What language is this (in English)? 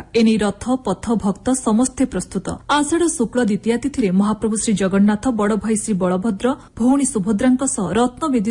Odia